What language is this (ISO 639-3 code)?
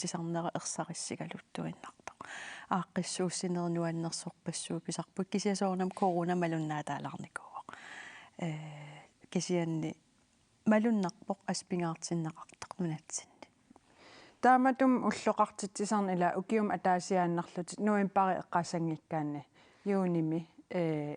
kal